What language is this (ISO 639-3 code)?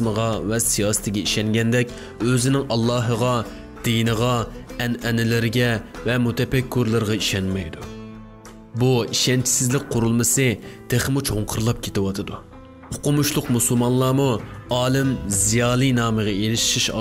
uig